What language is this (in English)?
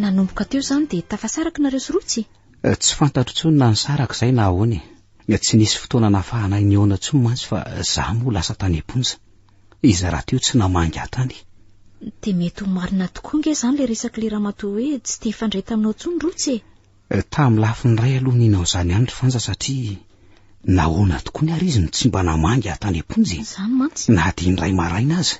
Malagasy